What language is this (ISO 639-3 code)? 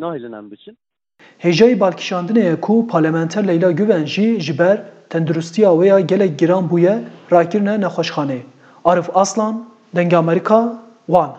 kur